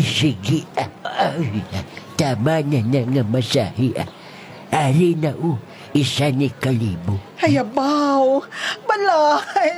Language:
Hiligaynon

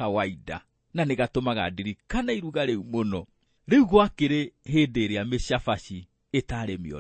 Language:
Kikuyu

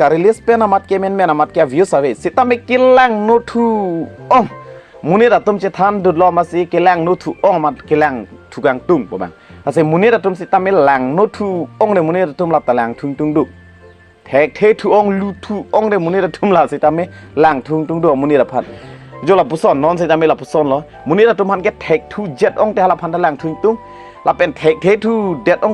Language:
Karbi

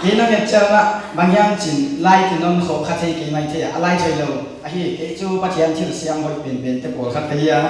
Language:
Paite Chin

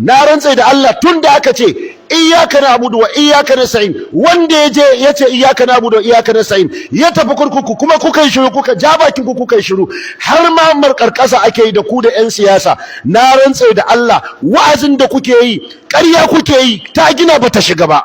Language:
Hausa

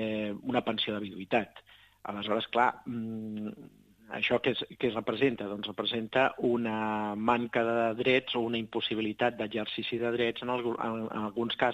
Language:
Catalan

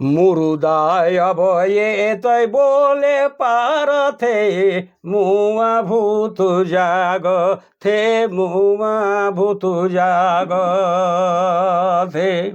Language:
Sadri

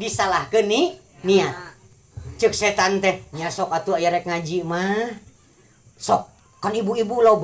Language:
Sundanese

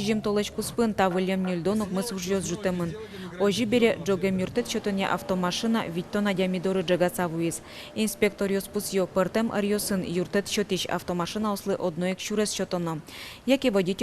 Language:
Udmurt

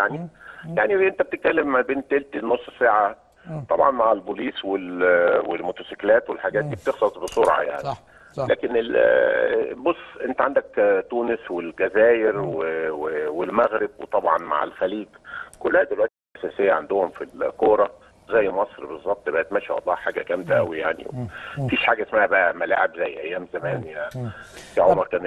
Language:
Egyptian Arabic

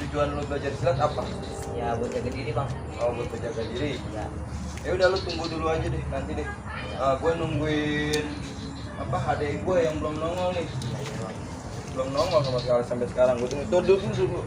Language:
Betawi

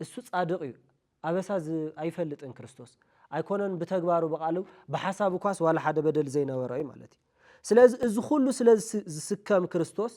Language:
Tigrinya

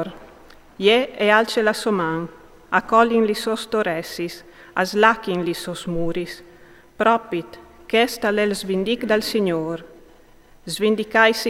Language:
Friulian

